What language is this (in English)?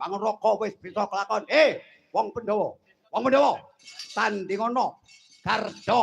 Javanese